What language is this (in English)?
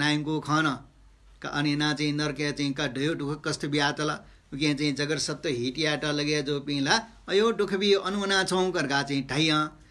Newari